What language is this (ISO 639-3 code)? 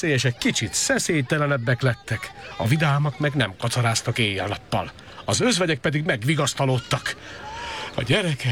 hun